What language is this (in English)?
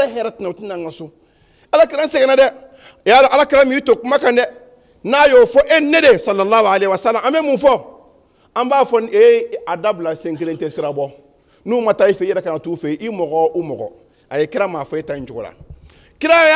Bambara